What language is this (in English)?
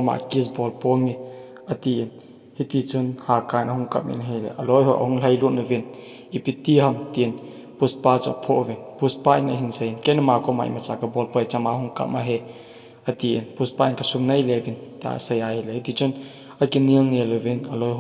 Thado Chin